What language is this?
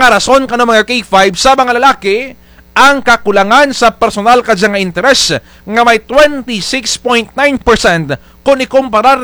Kinaray-a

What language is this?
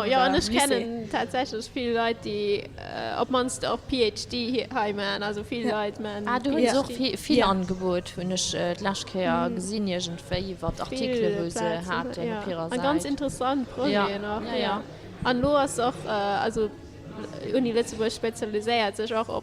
Luxembourgish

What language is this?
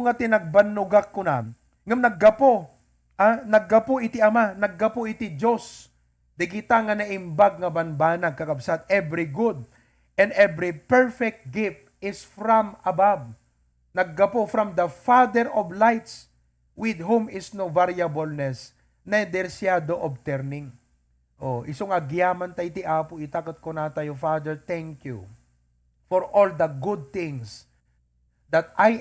Iloko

